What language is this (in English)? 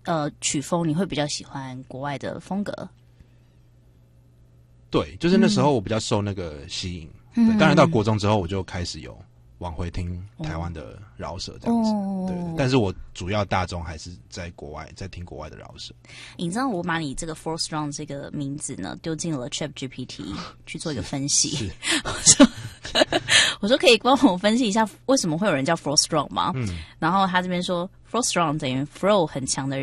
Chinese